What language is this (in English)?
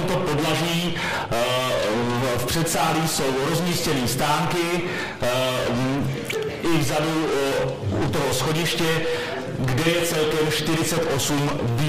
Czech